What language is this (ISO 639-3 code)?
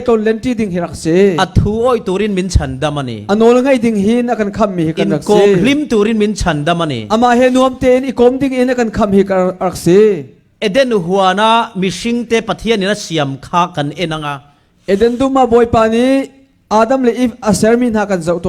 cfm